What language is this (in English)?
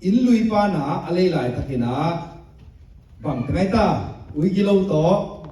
Tedim Chin